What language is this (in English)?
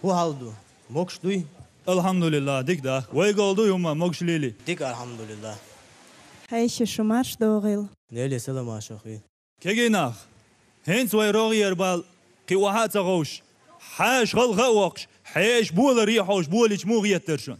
Chechen